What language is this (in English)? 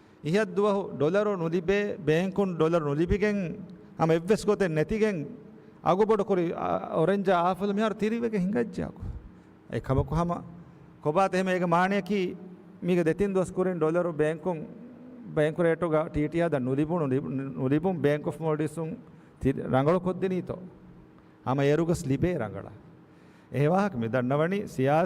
Divehi